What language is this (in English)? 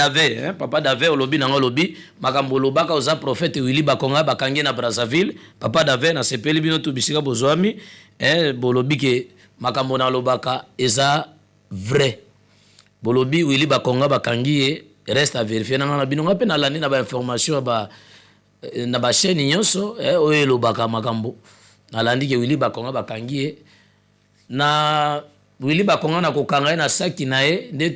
Lingala